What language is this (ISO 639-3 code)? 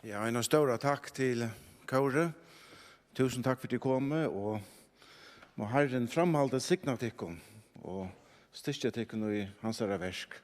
fao